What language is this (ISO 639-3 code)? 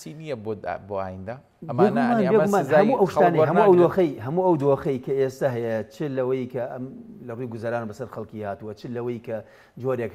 ckb